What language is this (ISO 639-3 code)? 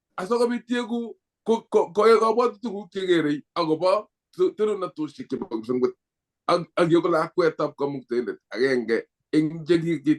kln